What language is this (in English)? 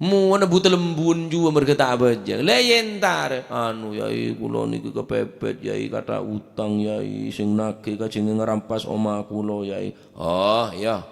Madurese